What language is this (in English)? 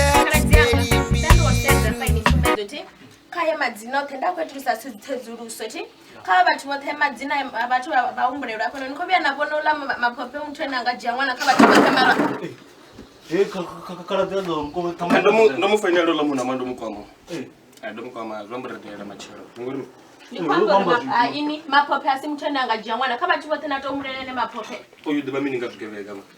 Venda